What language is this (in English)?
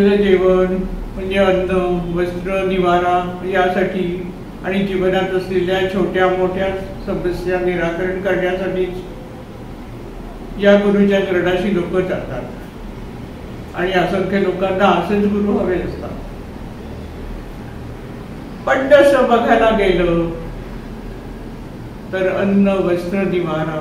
Marathi